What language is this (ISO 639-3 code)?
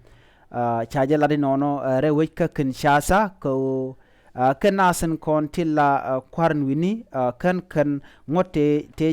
nus